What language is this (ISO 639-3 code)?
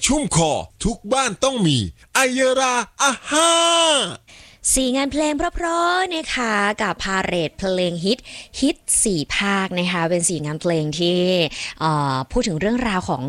tha